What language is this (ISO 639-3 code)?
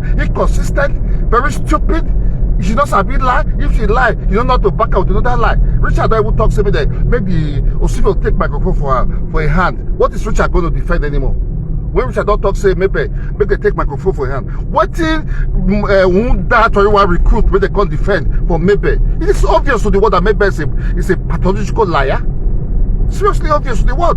pcm